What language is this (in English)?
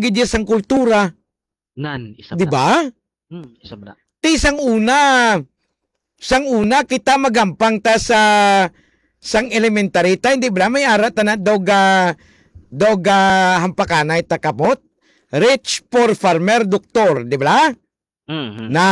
Hiligaynon